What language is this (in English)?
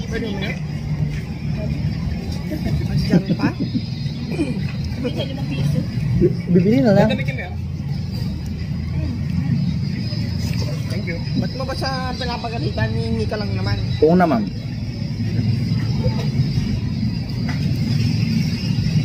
Filipino